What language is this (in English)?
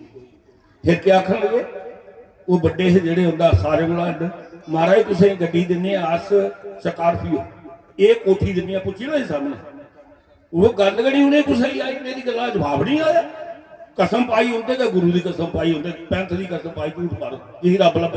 Dogri